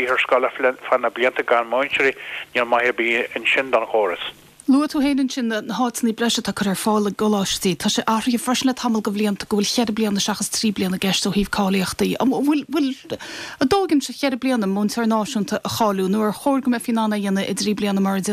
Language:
Irish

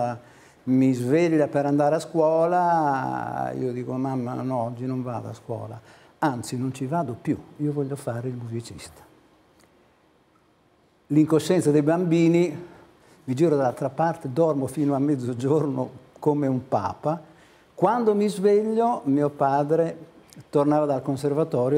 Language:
Italian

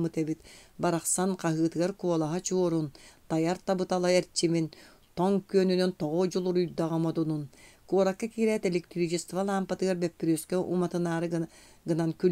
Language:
Yakut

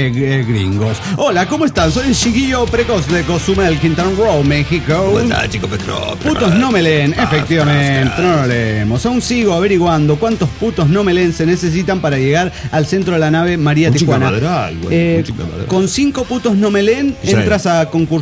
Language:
Spanish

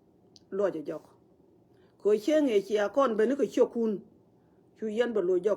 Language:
Nuer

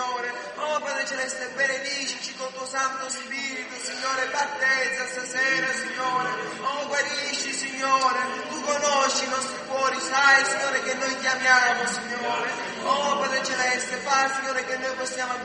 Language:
Italian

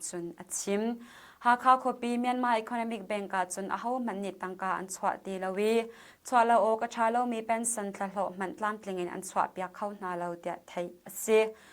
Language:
Hakha Chin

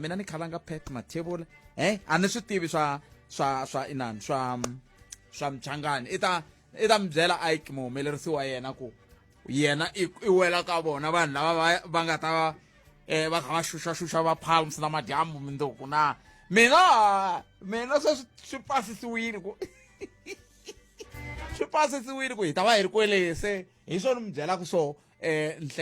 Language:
Tsonga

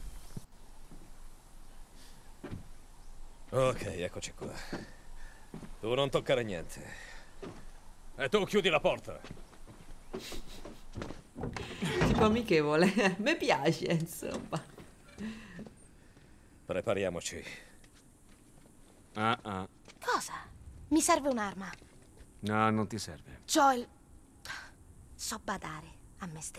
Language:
Italian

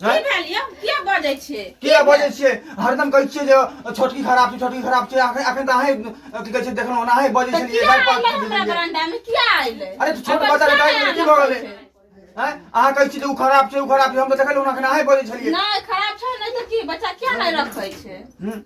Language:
Maithili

